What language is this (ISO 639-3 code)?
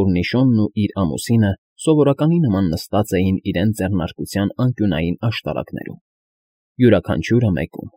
hye